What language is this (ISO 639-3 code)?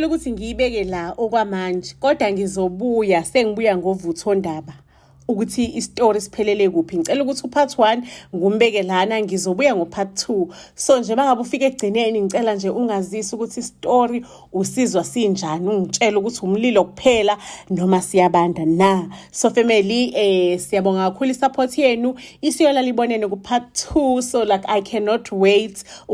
zul